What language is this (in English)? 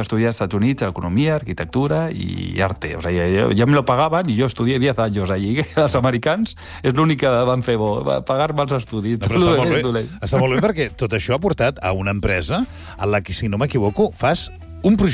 Catalan